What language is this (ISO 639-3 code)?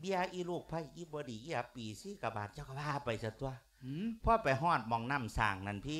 lao